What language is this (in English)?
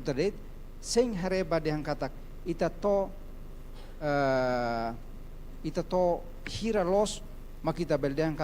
Tetum